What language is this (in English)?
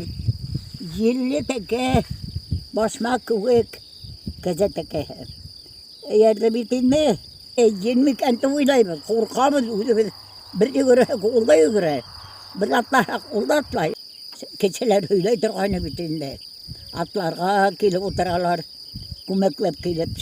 Bashkir